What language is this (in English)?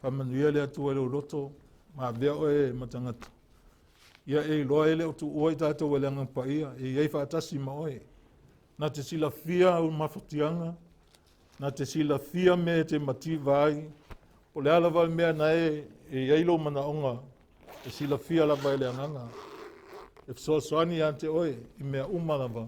Samoan